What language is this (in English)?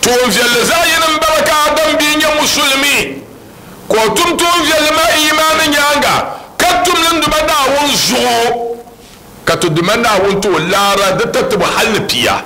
Dagbani